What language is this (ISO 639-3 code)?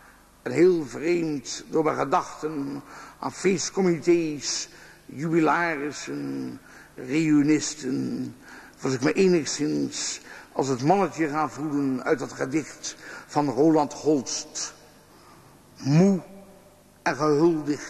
nld